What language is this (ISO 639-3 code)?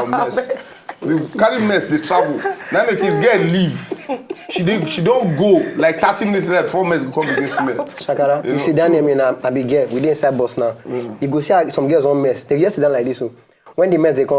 pcm